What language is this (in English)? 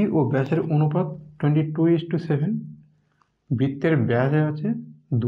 Bangla